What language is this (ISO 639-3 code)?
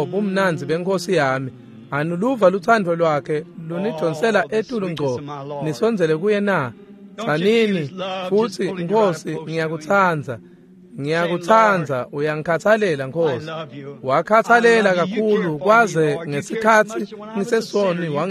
ssw